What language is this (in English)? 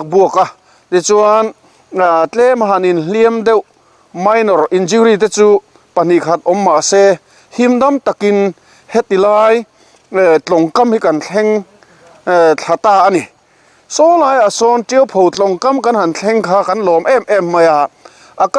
Mizo